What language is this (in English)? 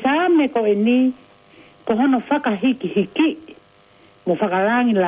Tongan